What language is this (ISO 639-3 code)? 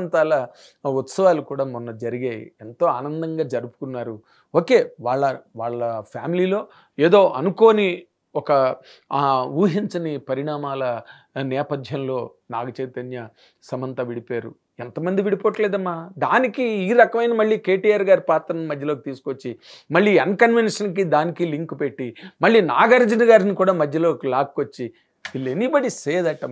tel